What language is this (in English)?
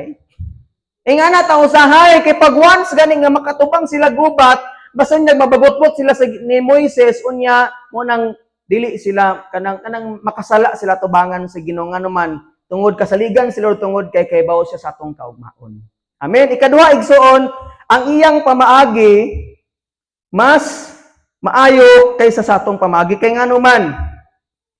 Cebuano